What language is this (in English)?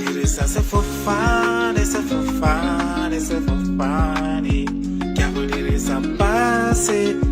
Tswana